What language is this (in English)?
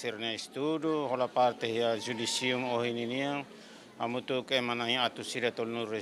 Tetum